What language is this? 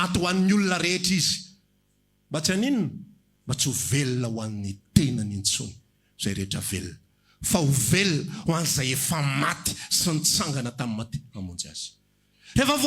Malagasy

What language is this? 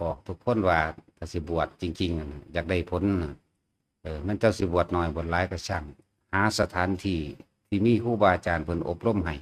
Northeastern Thai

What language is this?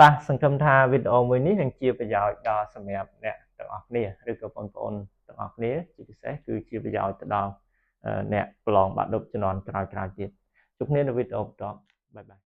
Khmer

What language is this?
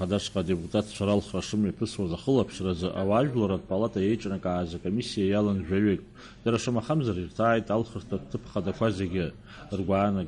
Abkhazian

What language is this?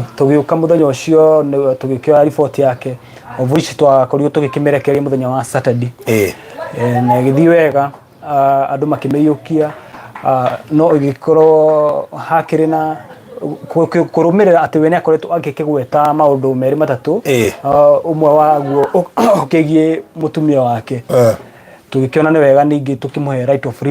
Kikuyu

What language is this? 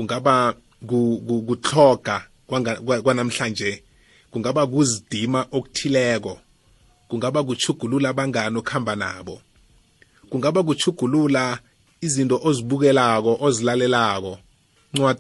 South Ndebele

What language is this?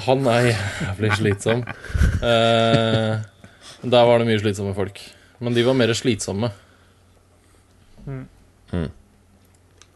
Norwegian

